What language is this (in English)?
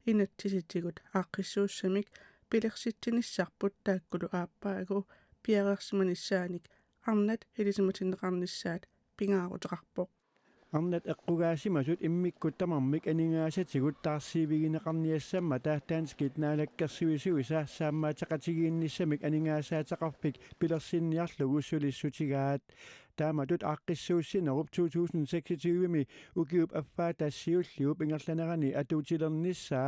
Kalaallisut